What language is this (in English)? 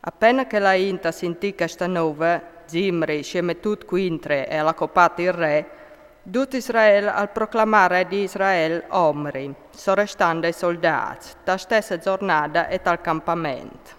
Friulian